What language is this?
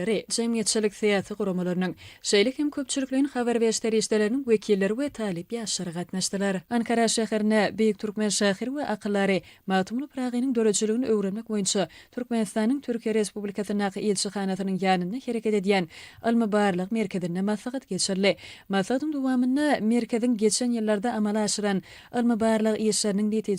Turkmen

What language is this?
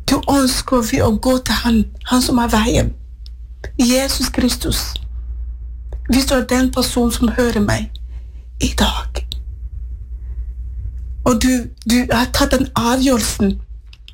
Norwegian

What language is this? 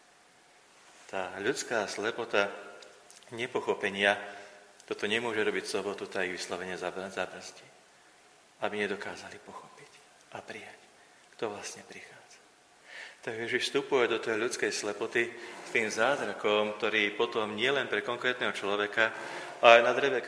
Slovak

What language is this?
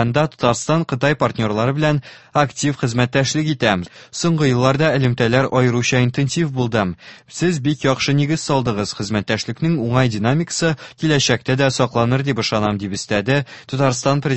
Tatar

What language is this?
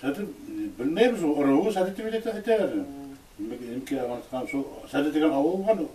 Bashkir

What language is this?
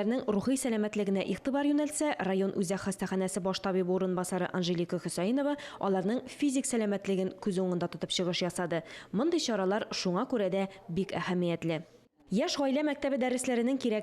Tatar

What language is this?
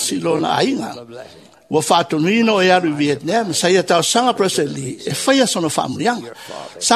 Samoan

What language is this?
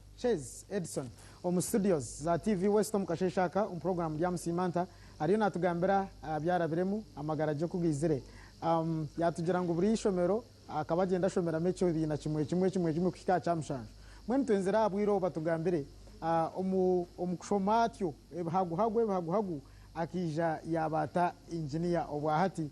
Nyankole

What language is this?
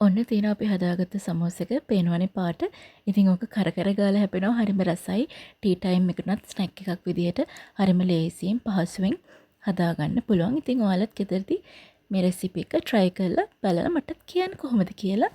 Sinhala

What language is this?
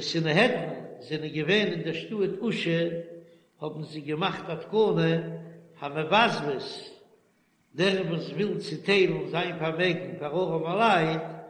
Yiddish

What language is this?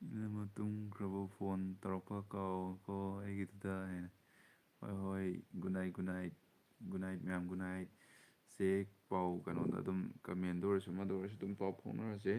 Manipuri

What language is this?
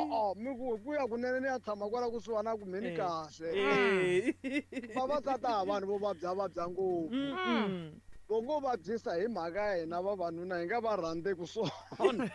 Tsonga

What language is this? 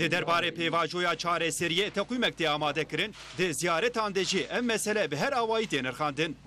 Kurdish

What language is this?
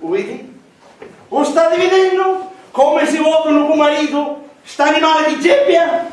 Sicilian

